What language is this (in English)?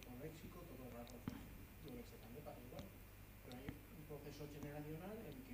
Aragonese